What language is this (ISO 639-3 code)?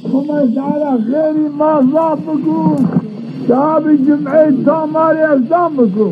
zza